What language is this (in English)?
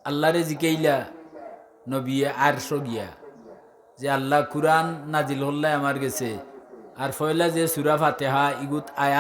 Sylheti